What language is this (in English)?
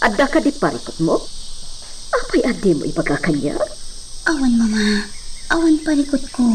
Iloko